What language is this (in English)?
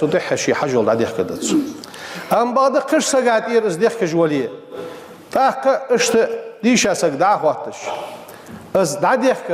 Ingush